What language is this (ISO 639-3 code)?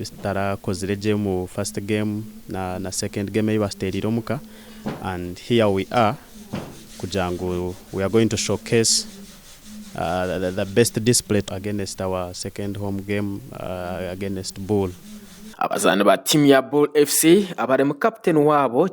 nyn